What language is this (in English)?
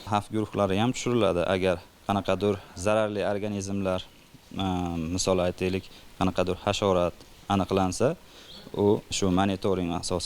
Uzbek